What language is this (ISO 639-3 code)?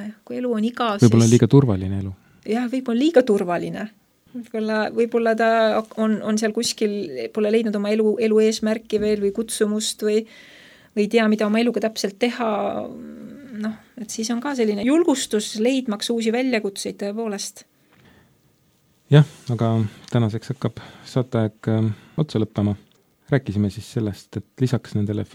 est